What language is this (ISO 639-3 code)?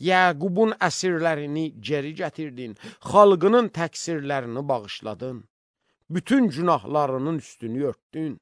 aze